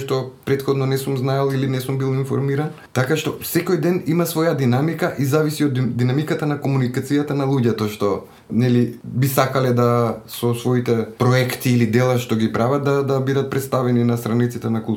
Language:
Macedonian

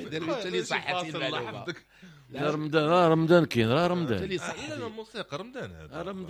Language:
Moroccan Arabic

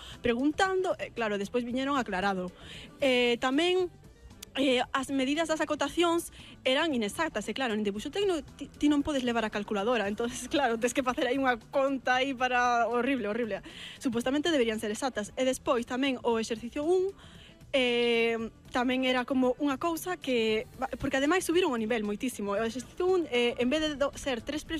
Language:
Galician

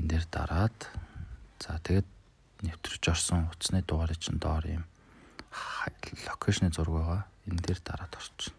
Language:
Mongolian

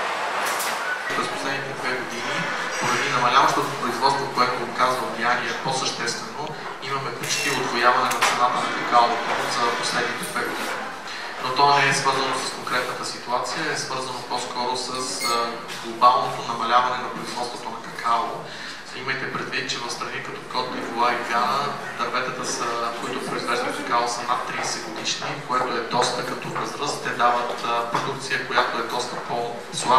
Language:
Bulgarian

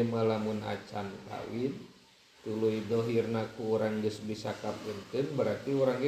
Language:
Sundanese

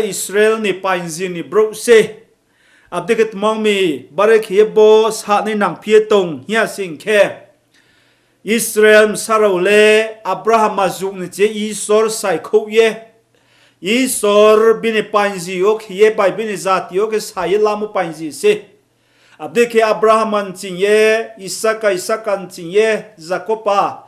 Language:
Riang (India)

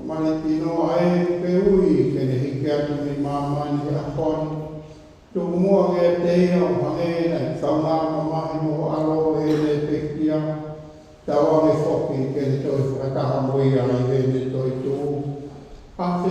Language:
Tongan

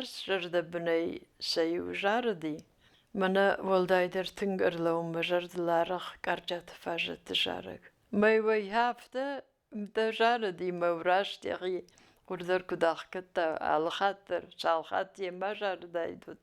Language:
Ossetic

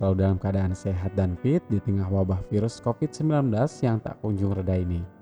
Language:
Indonesian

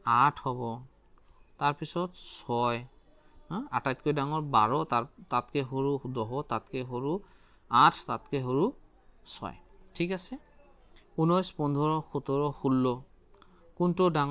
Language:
Assamese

